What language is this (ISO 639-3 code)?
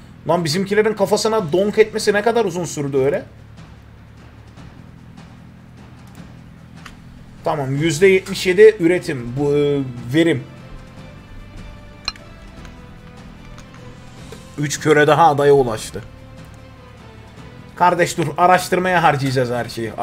tur